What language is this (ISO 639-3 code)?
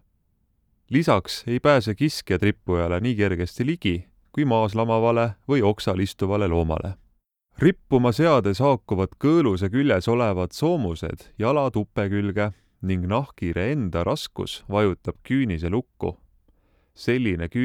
est